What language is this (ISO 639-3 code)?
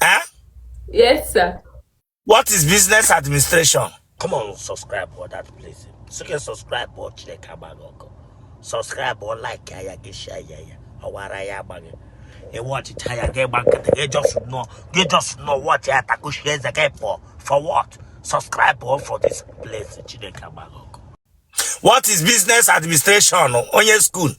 ibo